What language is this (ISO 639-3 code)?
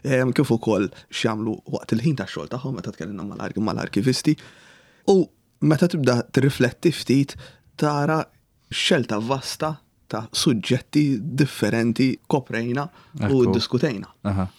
mlt